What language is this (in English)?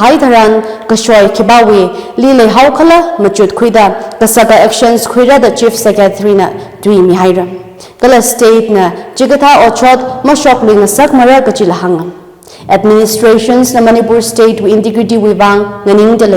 Tangkhul Naga (India)